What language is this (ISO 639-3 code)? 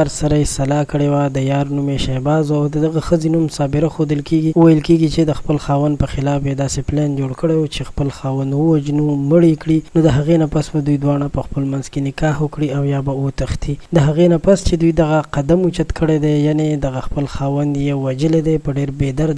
pus